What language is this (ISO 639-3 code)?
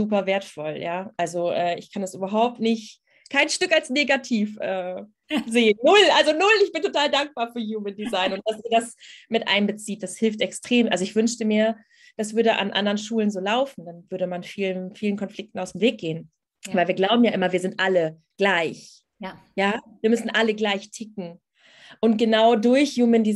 deu